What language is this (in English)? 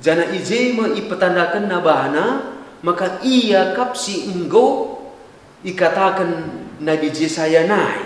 Batak Karo